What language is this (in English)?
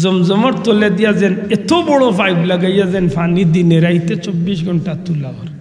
Sylheti